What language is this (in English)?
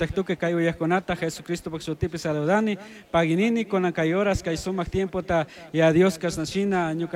Chimborazo Highland Quichua